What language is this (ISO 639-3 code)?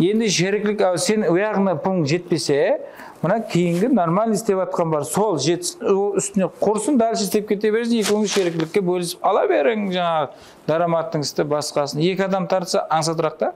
kaa